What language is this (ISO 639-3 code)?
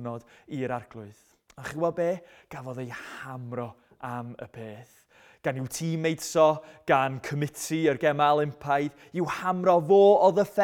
cym